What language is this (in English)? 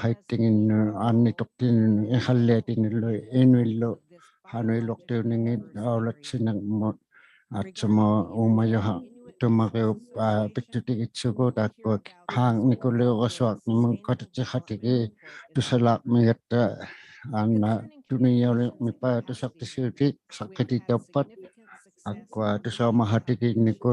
Inuktitut